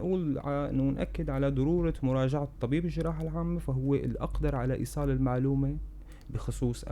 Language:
North Levantine Arabic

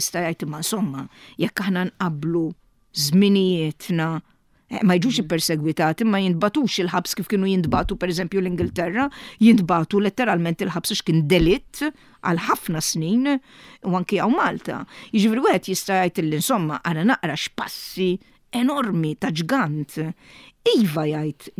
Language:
Maltese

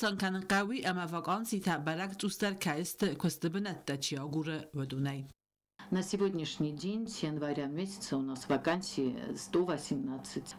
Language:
Ossetic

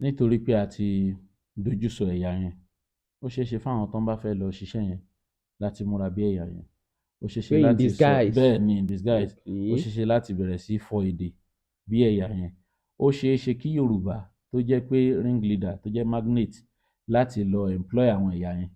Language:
Yoruba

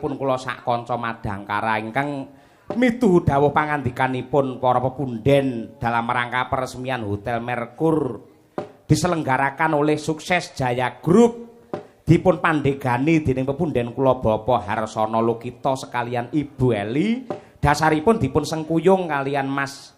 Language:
Javanese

